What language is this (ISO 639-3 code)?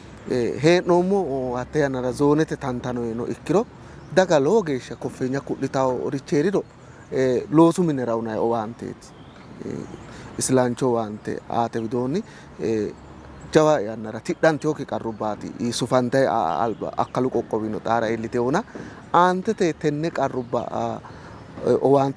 sid